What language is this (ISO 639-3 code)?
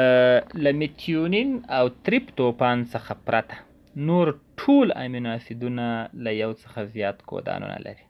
pus